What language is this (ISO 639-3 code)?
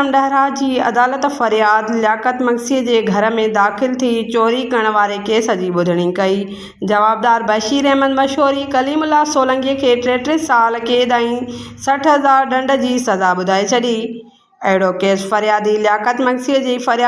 snd